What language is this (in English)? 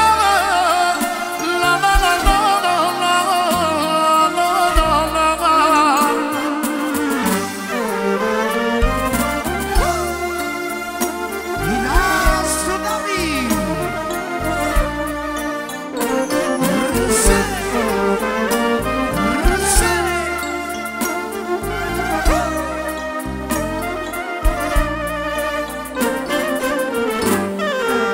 Romanian